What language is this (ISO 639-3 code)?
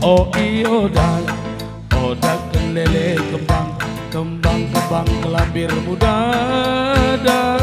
btx